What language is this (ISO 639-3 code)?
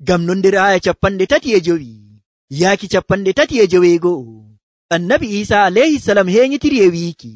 fuv